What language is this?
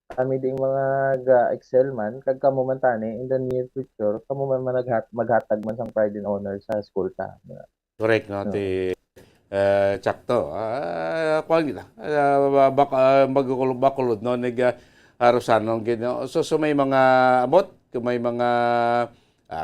Hiligaynon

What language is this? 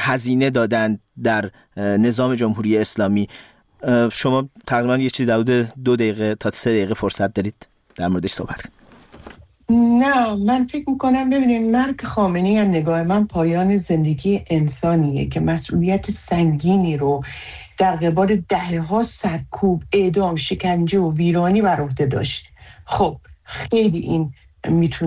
Persian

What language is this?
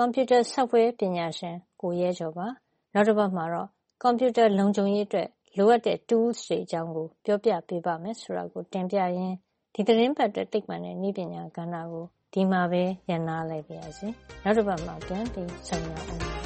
Burmese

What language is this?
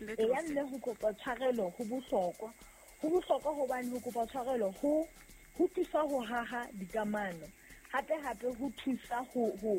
Southern Sotho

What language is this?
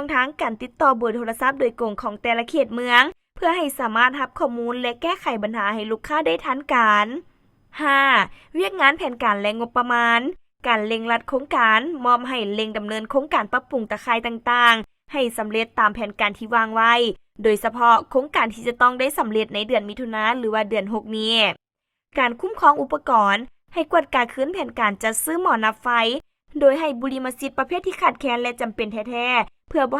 Lao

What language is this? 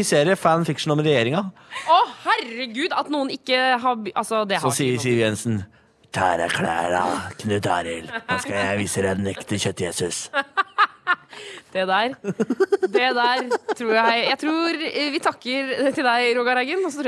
Norwegian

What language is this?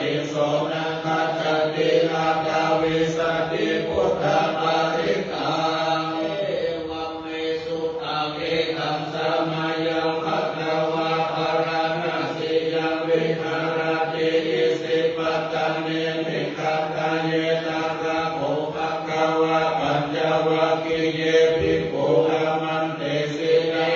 Pali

